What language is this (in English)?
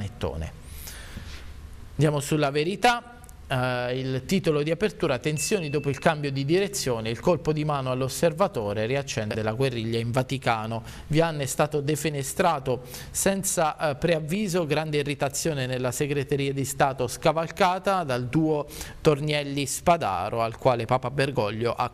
Italian